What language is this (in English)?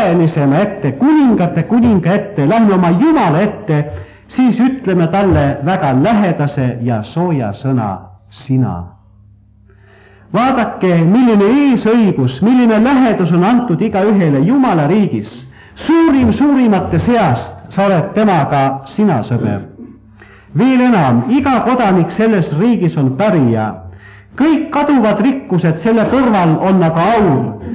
Estonian